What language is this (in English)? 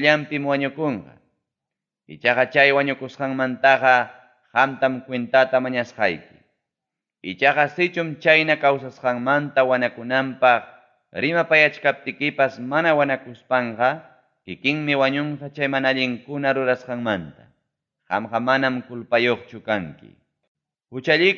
Ayacucho Quechua